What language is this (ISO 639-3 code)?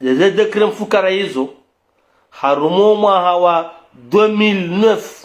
zdj